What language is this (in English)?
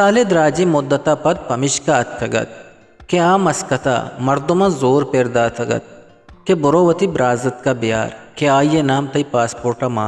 Eastern Balochi